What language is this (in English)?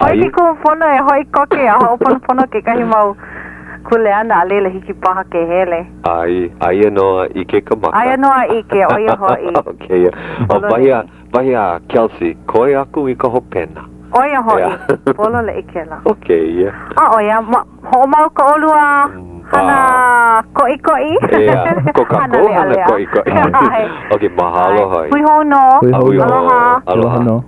Hawaiian